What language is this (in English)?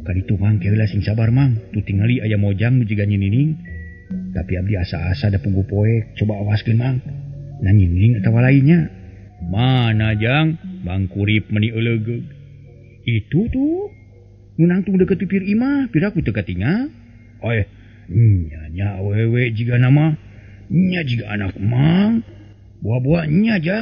Sundanese